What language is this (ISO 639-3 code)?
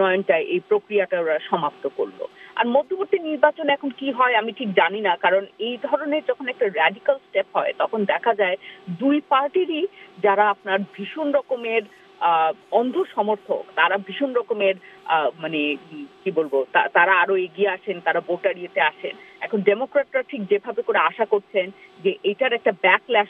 ben